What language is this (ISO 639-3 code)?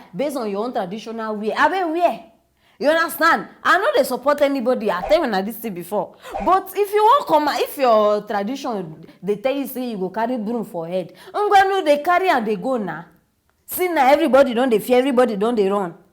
pcm